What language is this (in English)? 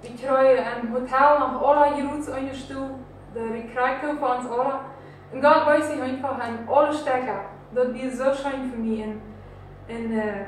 Plautdietsch